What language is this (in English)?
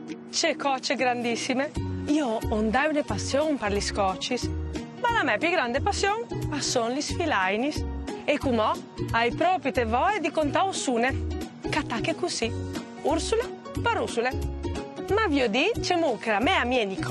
Friulian